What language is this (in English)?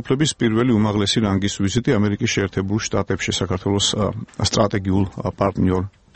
Georgian